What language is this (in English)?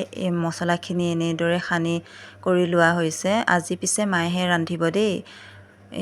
Assamese